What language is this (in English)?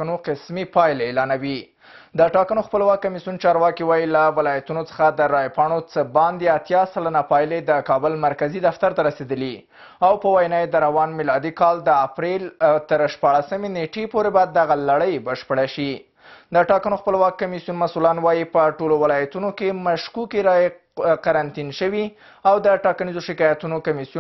Pashto